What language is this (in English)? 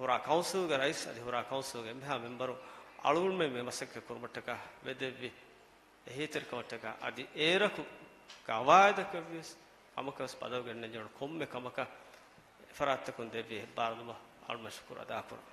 Divehi